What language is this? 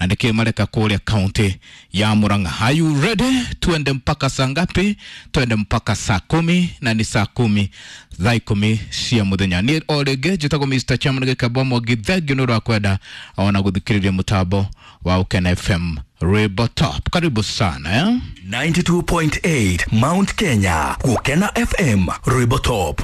Kikuyu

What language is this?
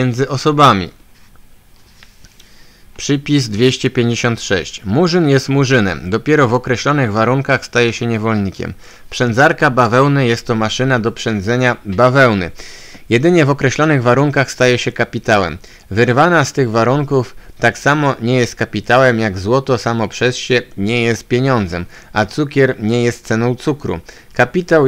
Polish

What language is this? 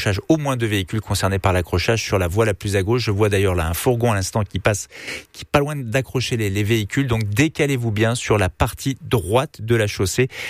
French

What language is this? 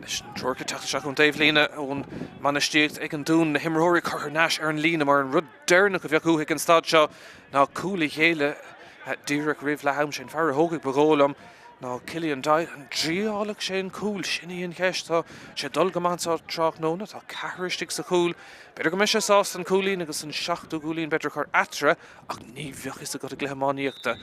Irish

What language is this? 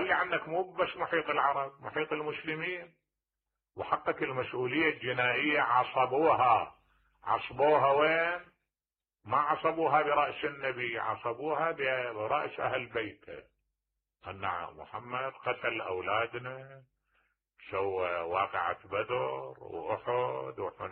Mesopotamian Arabic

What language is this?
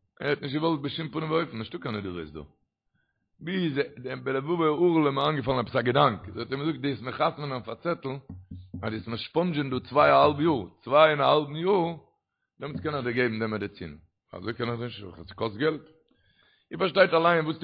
Yiddish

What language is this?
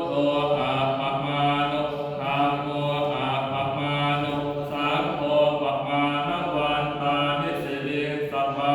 Pali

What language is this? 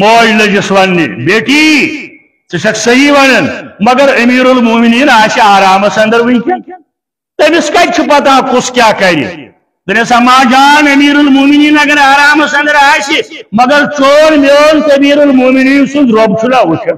Kashmiri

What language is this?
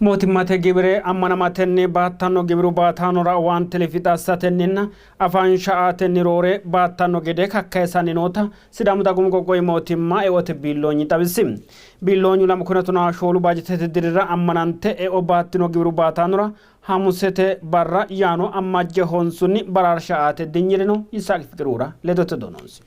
Sidamo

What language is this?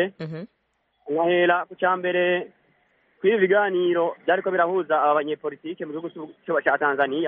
Kinyarwanda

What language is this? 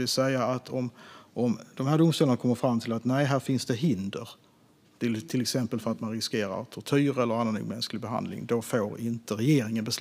Swedish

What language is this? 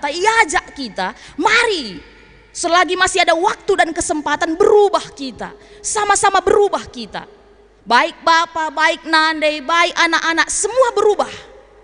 Batak Karo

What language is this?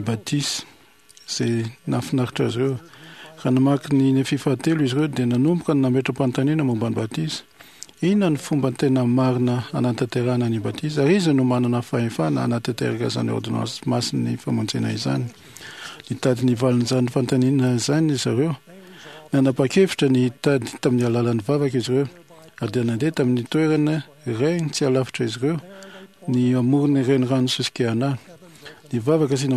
Malagasy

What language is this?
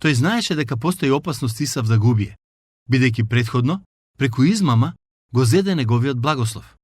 Macedonian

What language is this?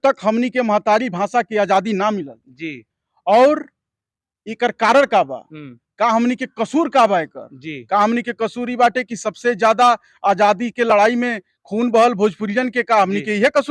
Bhojpuri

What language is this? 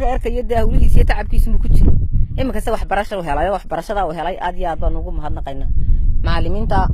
Somali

